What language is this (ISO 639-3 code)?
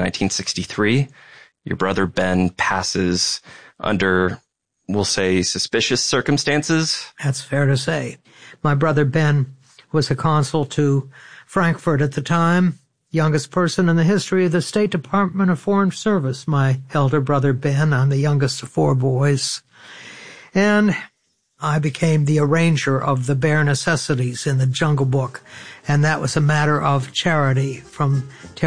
eng